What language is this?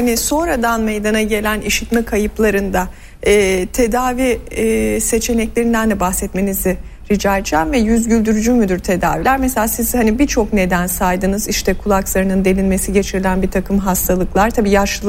Turkish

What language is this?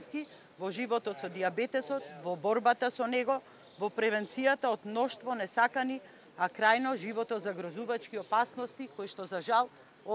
Macedonian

